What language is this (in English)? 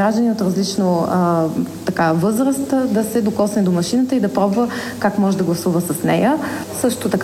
Bulgarian